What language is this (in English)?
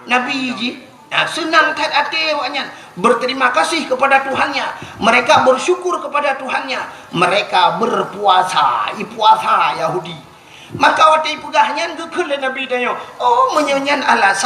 Achinese